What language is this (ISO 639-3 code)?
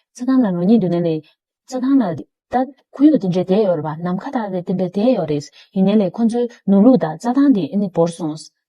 bod